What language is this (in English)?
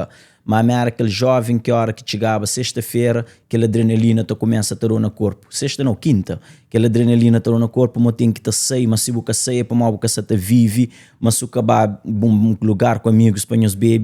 Kabuverdianu